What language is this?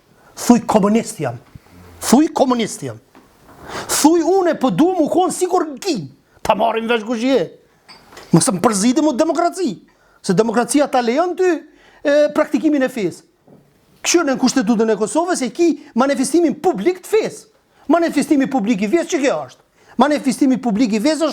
Albanian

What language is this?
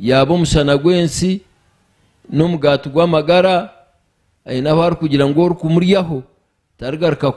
Nyankole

